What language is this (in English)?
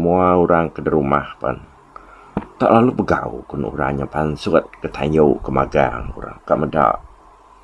Iban